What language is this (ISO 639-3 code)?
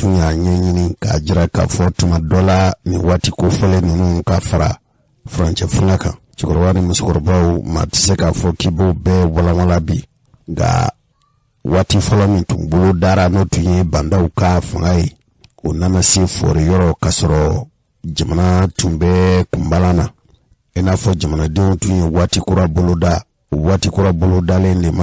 bam